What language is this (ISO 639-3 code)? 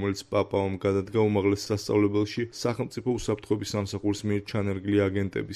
kat